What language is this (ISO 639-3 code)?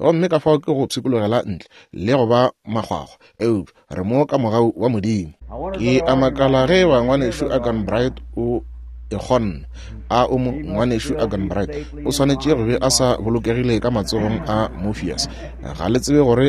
nso